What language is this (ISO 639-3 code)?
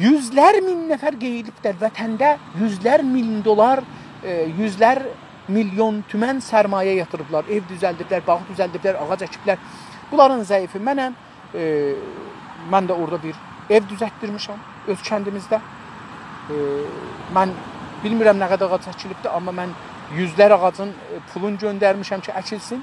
azb